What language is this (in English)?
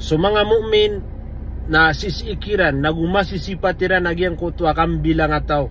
Maranao